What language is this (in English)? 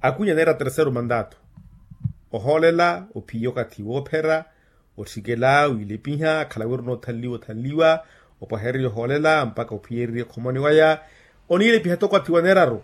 Makhuwa